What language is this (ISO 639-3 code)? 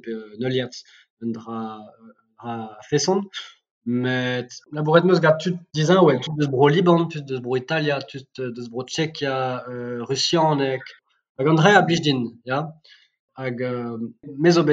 bre